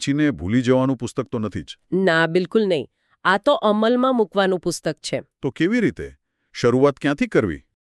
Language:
Gujarati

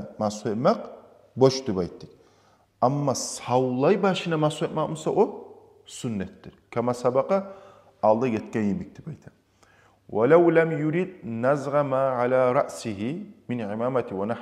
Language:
Kumyk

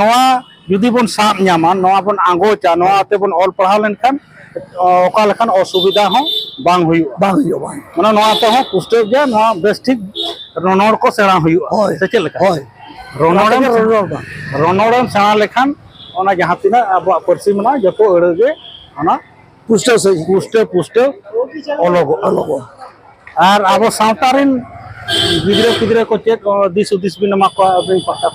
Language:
Santali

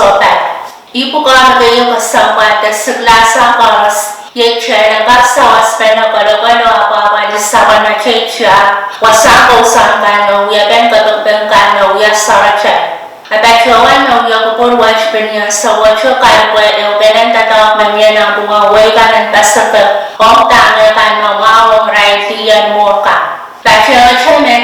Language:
Pohnpeian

